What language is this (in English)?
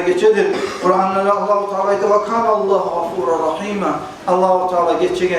Kumyk